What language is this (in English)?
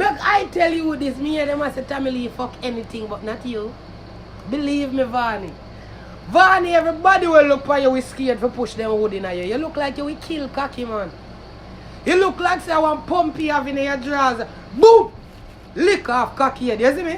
Jamaican Creole English